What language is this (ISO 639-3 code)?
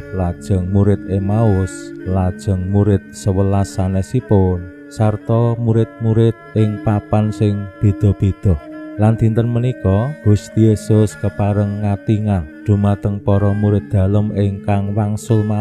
jav